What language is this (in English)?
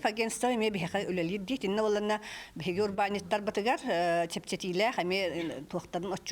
Yakut